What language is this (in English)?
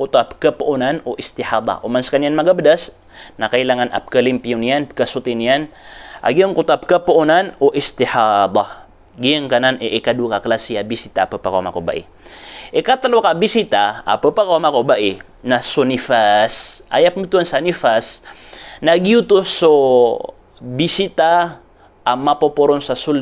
Maranao